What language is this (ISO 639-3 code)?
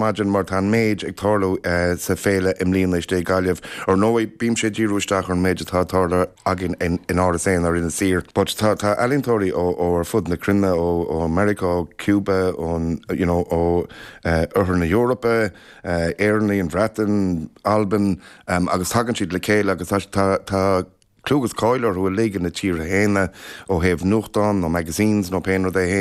gle